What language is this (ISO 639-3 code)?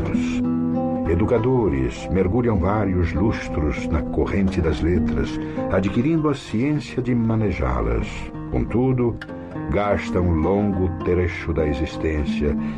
por